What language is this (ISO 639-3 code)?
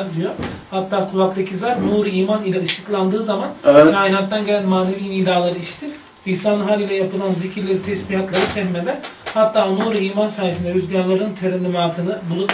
tur